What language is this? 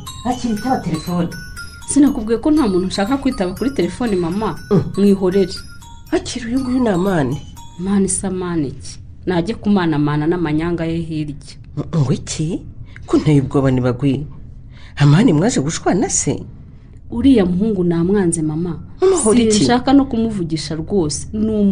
Kinyarwanda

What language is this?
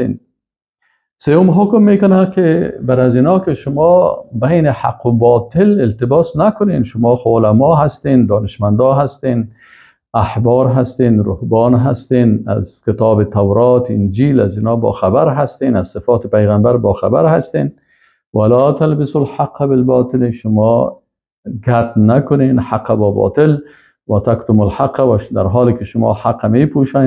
Persian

